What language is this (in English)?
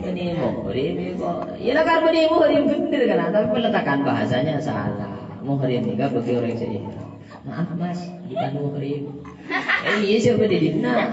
Madurese